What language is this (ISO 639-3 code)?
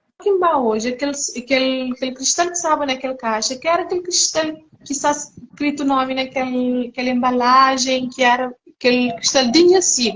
kea